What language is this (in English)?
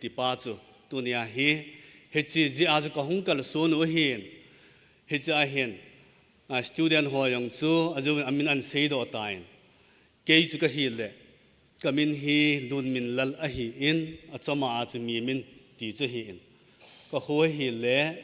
Thado Chin